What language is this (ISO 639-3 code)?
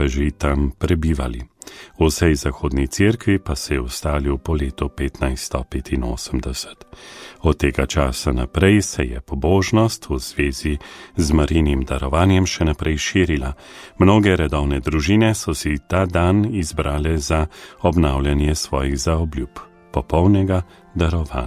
slv